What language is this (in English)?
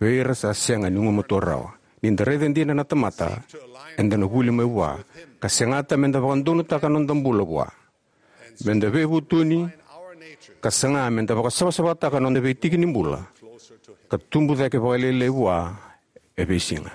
Fijian